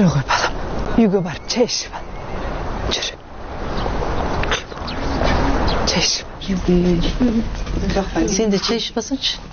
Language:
Kazakh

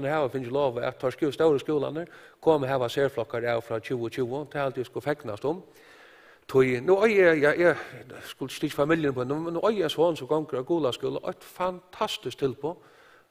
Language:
Faroese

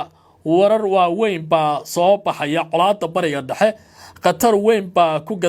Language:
Somali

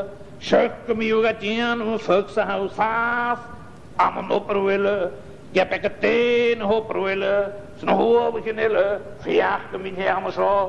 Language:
Scottish Gaelic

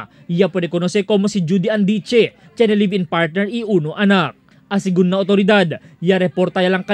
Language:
Chavacano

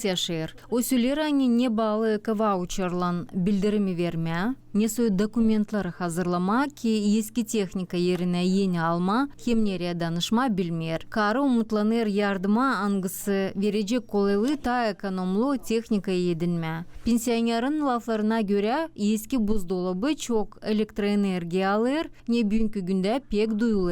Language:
Gagauz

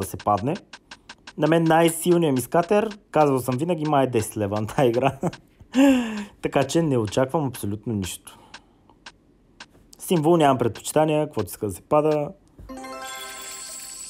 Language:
Bulgarian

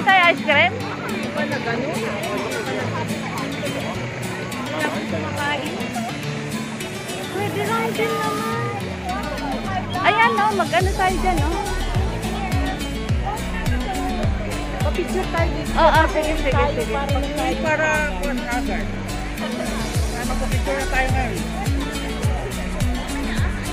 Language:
Filipino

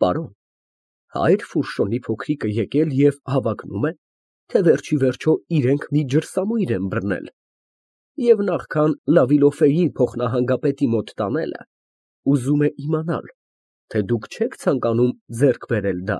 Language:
Armenian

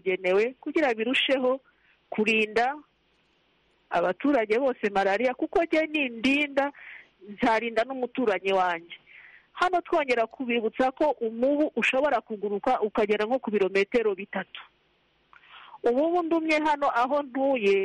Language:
Kinyarwanda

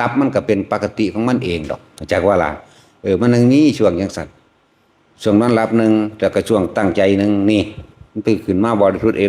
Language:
Northeastern Thai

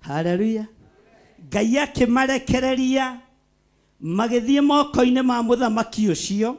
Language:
Kikuyu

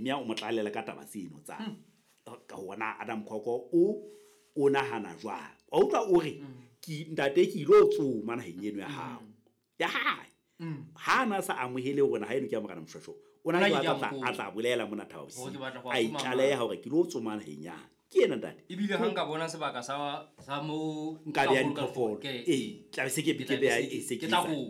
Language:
Southern Sotho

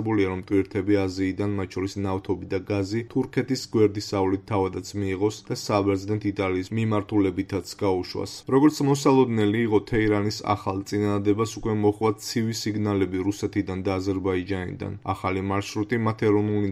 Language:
Georgian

